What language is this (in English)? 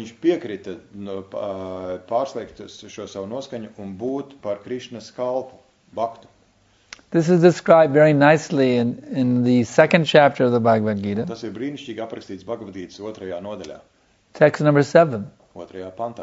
Latvian